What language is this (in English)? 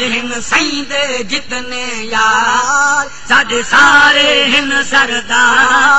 Saraiki